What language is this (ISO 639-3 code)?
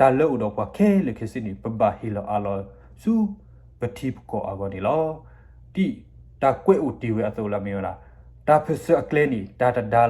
ksw